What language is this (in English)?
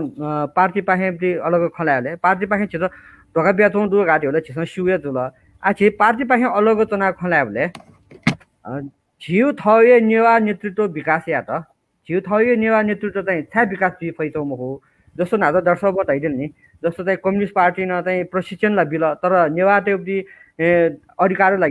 Newari